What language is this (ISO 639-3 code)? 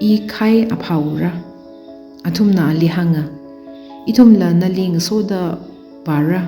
nmf